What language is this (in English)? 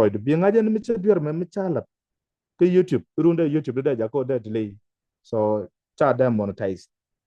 Nuer